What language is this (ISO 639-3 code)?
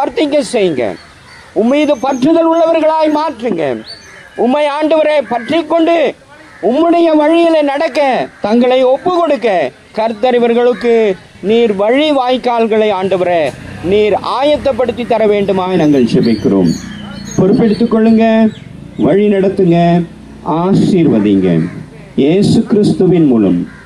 tam